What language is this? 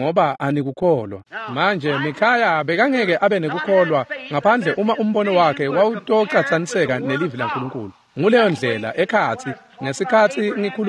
Swati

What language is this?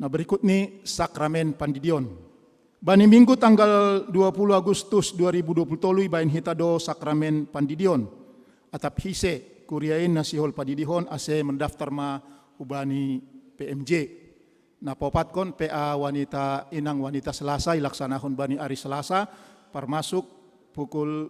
Batak Simalungun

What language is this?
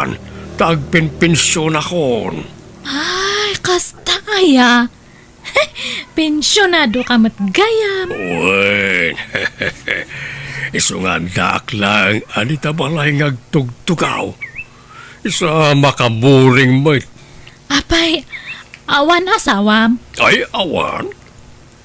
Iloko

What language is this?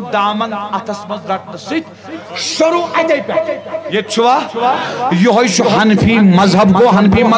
Kashmiri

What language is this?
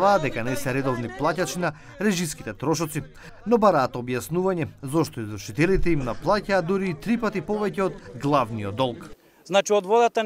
Macedonian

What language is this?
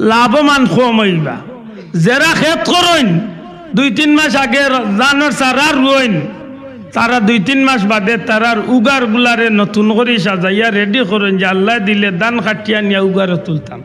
Sylheti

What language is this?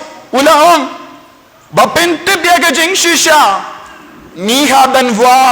Khasi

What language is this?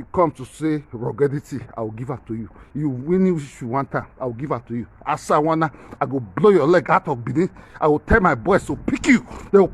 Nigerian Pidgin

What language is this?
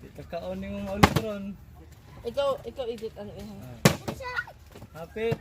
Cebuano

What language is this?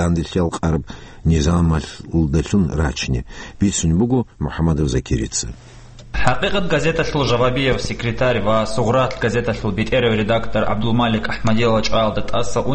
Avaric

